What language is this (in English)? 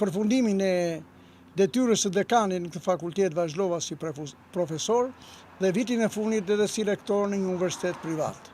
Albanian